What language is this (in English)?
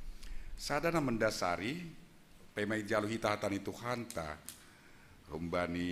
Batak Simalungun